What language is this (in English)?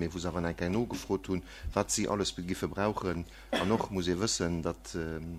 Luxembourgish